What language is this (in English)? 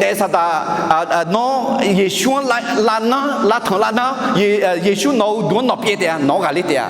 Akha